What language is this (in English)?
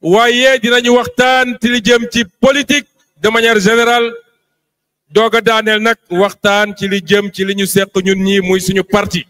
Wolof